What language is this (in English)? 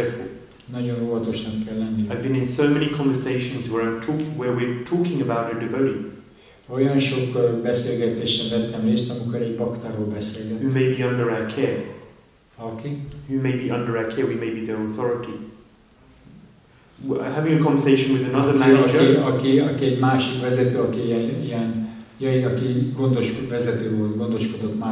Hungarian